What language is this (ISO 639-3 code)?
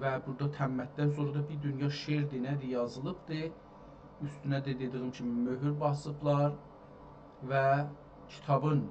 azb